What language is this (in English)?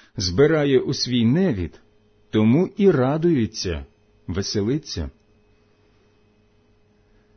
Ukrainian